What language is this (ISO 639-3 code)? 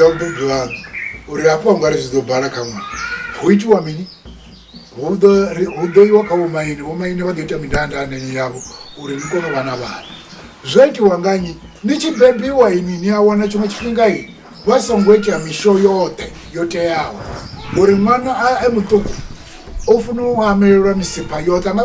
ven